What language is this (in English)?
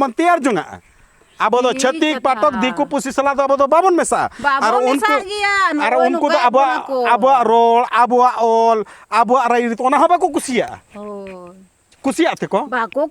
Santali